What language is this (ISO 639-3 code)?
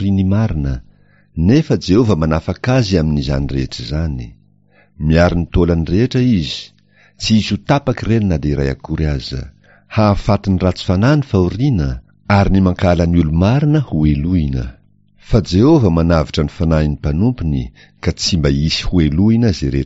mlg